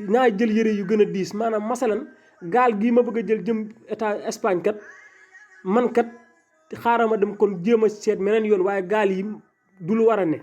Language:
Wolof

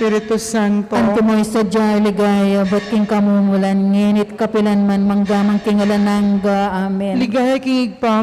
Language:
Pampanga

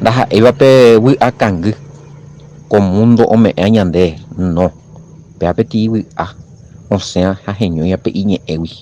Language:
Guarani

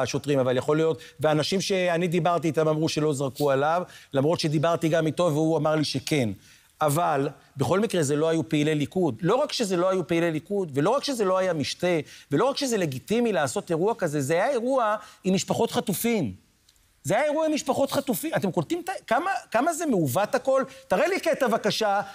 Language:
Hebrew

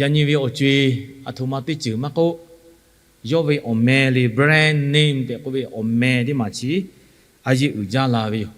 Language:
Lahu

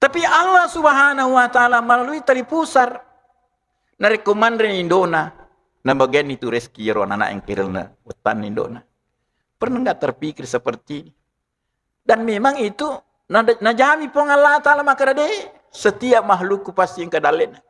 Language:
Buginese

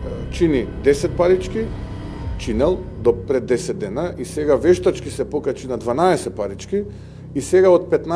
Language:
Macedonian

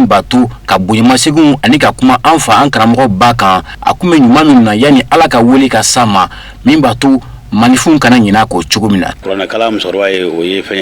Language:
Bambara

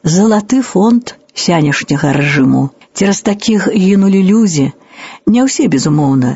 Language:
Belarusian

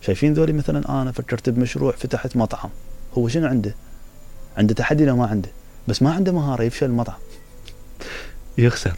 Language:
Mesopotamian Arabic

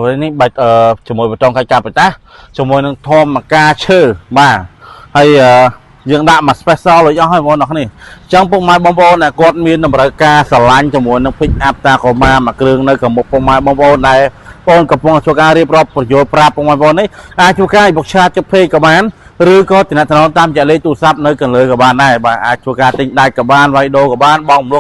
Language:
Khmer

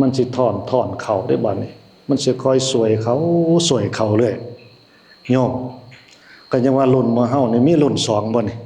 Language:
Northeastern Thai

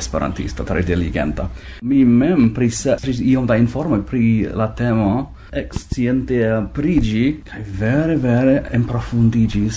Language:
Esperanto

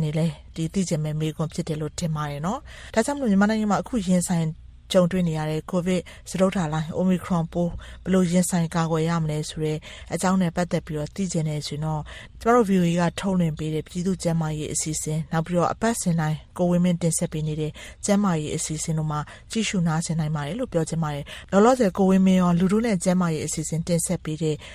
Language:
Burmese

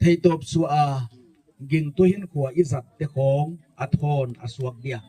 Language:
Gangte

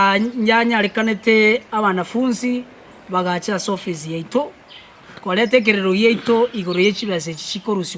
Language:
Gusii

